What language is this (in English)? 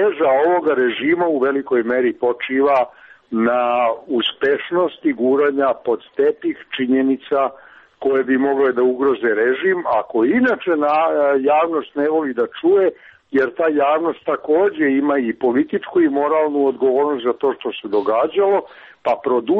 Serbian